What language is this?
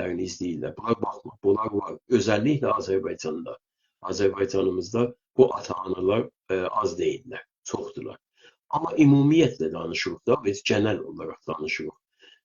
South Azerbaijani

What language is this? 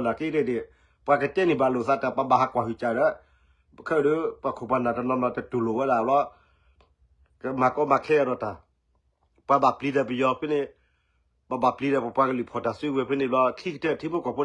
S'gaw Karen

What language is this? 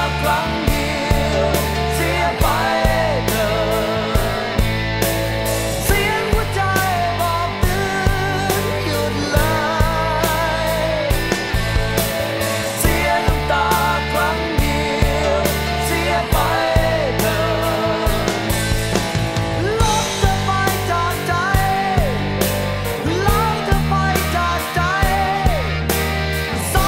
Thai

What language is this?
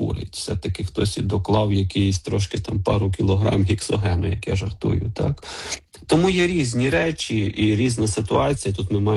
Ukrainian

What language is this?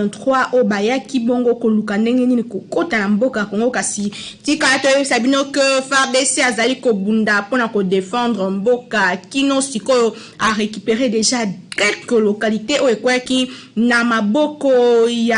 Lingala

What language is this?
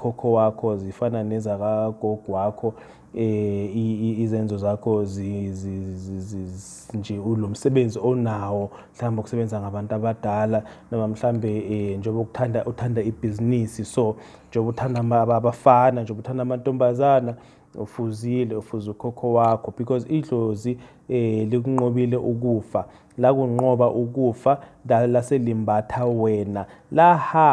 Zulu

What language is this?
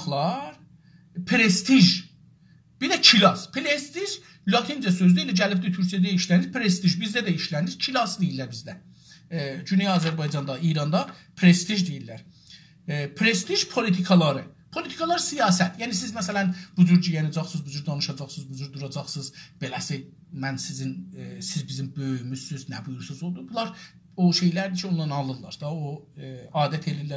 South Azerbaijani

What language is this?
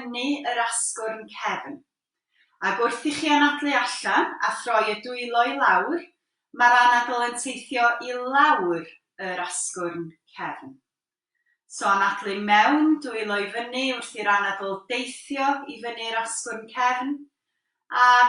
Welsh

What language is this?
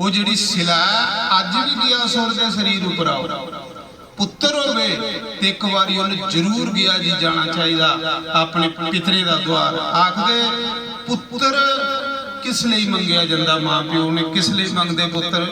Dogri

